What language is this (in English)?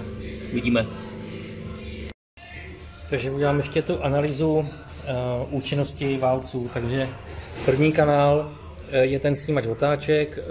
Czech